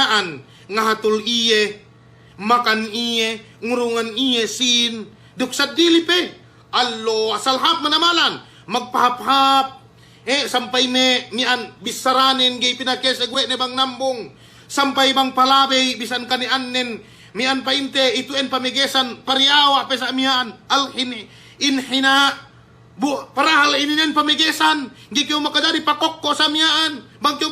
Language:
Yakan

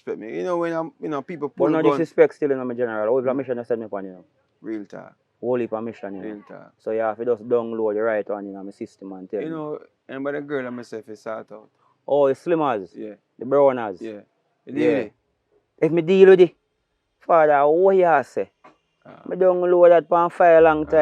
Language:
Jamaican Creole English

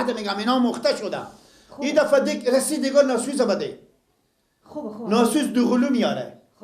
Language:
Persian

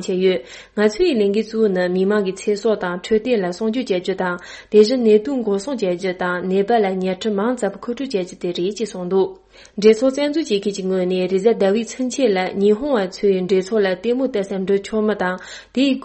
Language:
Tibetan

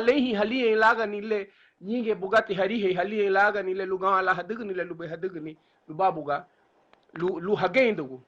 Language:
Garifuna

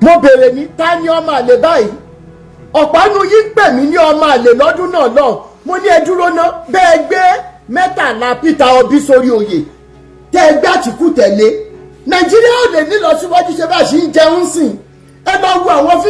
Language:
Yoruba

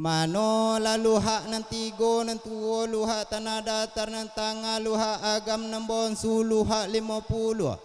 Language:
Minangkabau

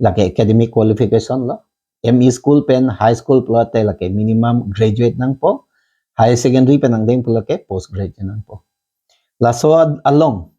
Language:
Karbi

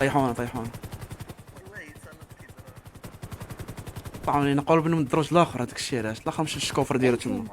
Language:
Moroccan Arabic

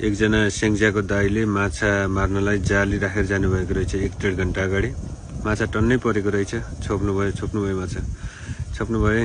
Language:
Nepali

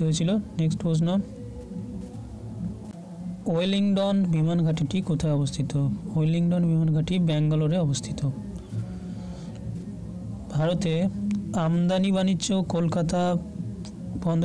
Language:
Bangla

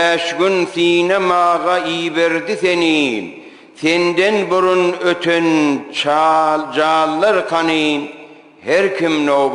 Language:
Turkmen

